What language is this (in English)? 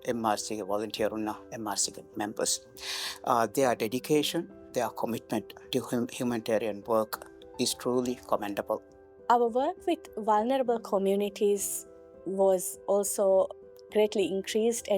Divehi